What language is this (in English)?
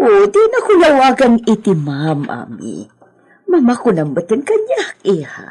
Iloko